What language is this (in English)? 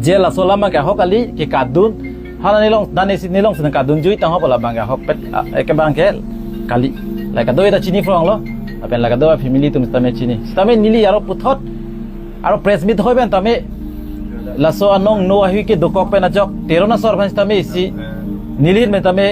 Karbi